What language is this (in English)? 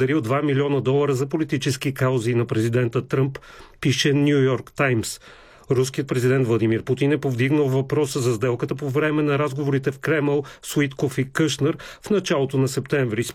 Bulgarian